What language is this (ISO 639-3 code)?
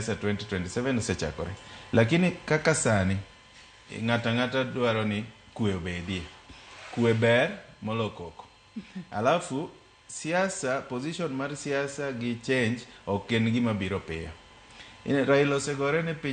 luo